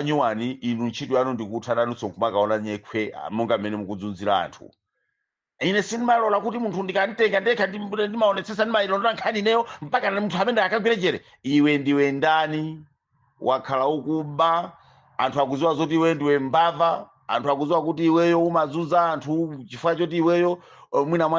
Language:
Nyanja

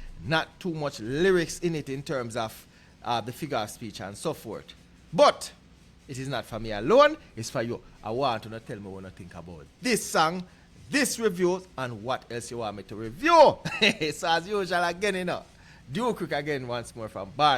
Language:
Jamaican Creole English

